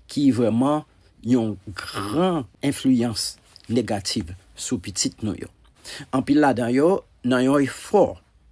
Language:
Haitian Creole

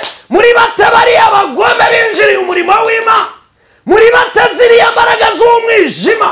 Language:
Kinyarwanda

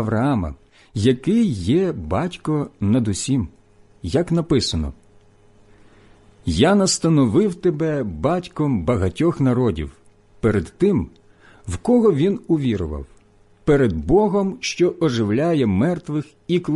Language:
Ukrainian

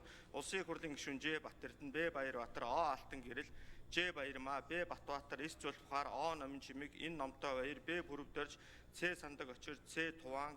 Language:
Mongolian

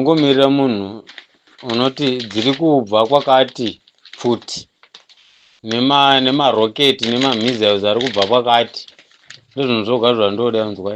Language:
Shona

